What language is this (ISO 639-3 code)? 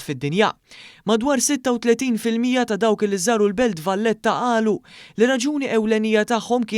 mlt